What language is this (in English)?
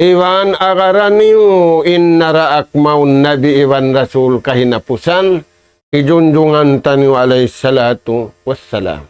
Tausug